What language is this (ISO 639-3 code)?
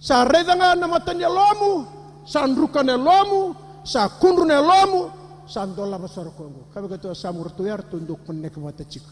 fij